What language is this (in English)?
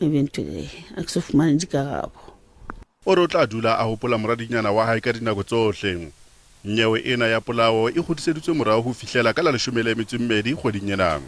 Southern Sotho